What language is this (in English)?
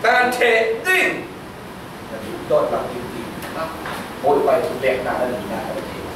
Falam Chin